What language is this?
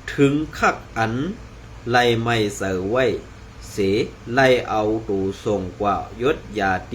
Shan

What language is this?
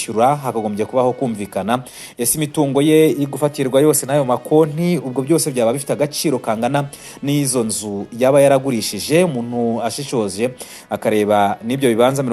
Kinyarwanda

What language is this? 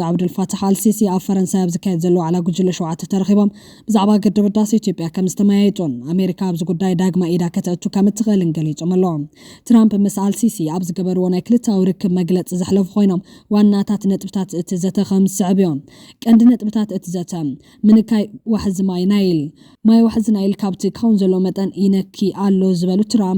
Tigrinya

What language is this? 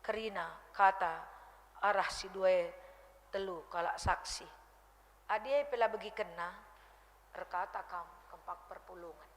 Batak Karo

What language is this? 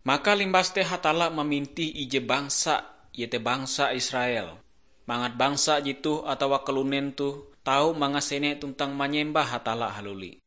Ngaju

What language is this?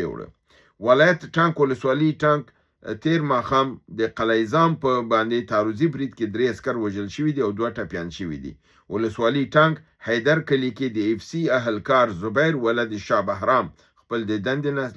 Pashto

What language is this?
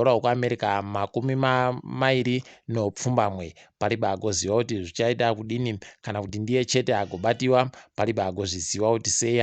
Ndau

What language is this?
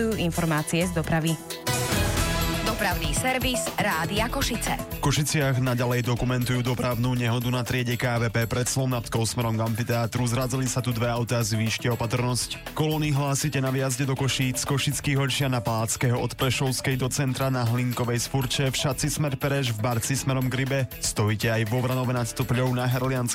Slovak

